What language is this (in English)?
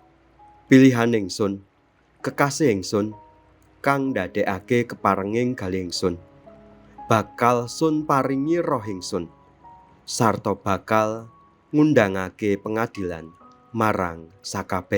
Javanese